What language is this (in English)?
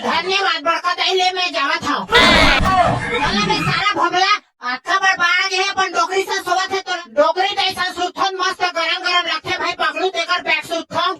Chhattisgarhi